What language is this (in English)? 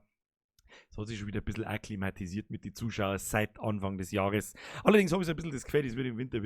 Bavarian